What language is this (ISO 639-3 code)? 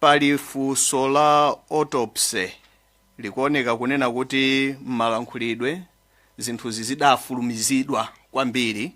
nya